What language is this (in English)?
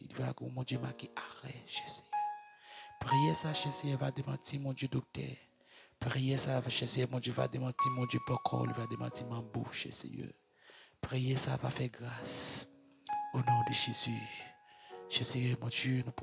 French